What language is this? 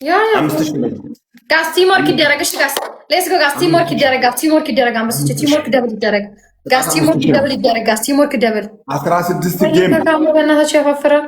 Amharic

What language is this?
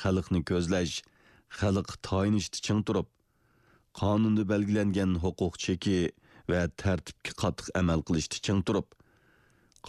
Uyghur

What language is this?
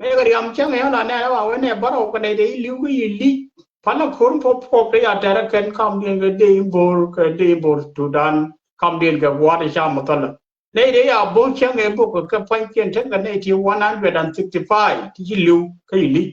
Nuer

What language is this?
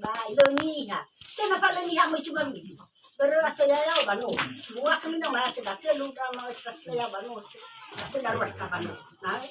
Nias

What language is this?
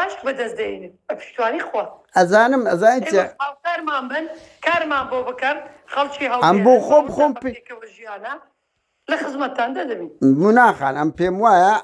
Central Kurdish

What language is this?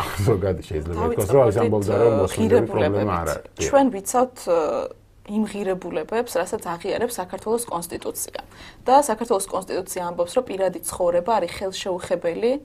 Georgian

